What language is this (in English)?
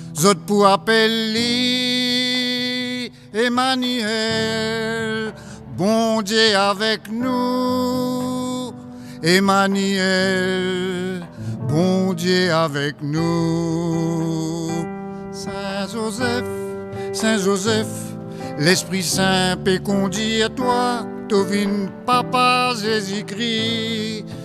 Morisyen